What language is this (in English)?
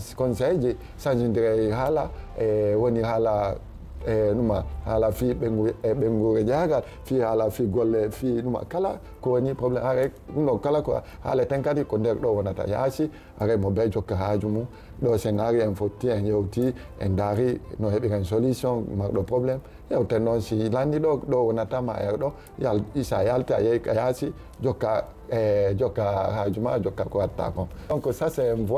Fula